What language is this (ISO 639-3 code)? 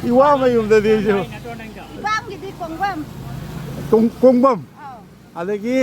mni